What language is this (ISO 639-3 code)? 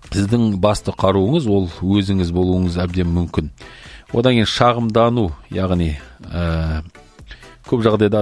kaz